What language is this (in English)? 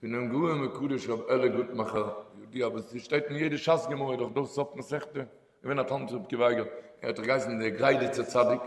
Yiddish